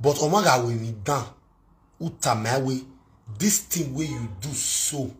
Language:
Nigerian Pidgin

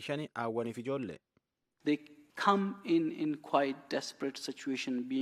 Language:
Oromo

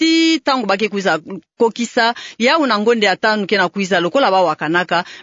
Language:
Kituba (Democratic Republic of Congo)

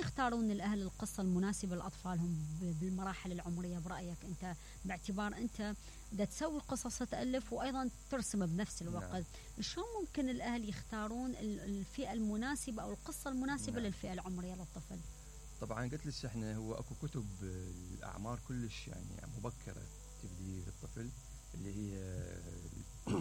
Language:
Mesopotamian Arabic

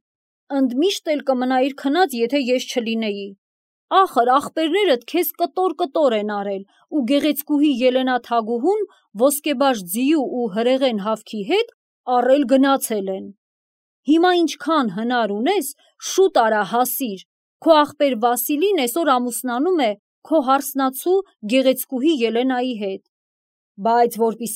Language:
Armenian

